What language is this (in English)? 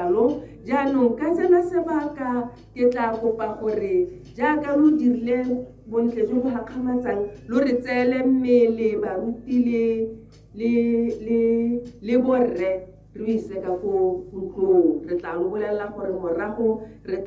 Tswana